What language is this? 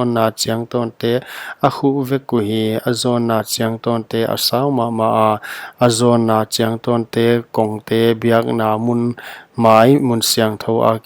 Paite Chin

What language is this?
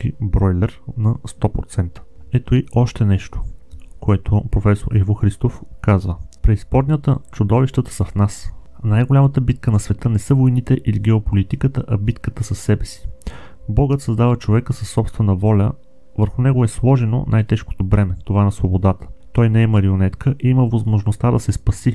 Bulgarian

